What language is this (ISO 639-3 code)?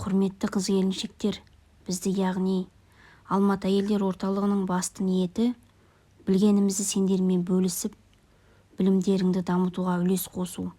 kaz